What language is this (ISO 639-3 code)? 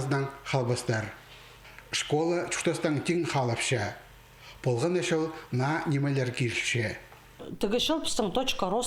kjh